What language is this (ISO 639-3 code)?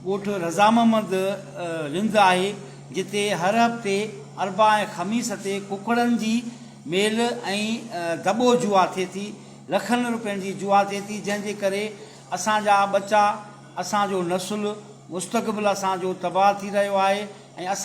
snd